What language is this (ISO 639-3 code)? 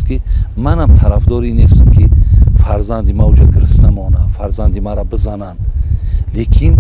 tgk